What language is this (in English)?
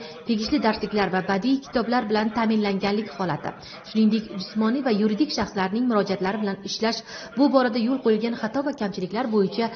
Uzbek